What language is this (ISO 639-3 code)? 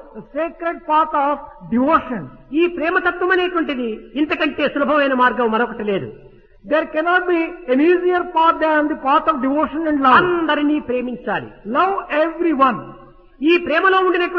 tel